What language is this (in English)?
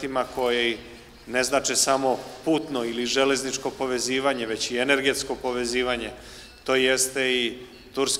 Serbian